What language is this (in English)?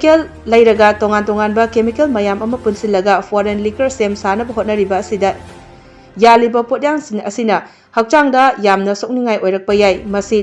Manipuri